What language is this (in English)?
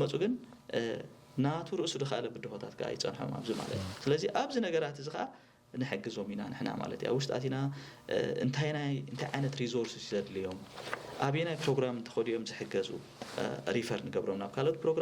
Tigrinya